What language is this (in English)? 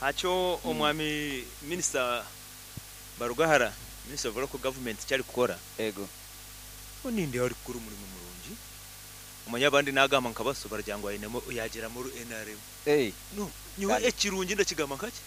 Nyoro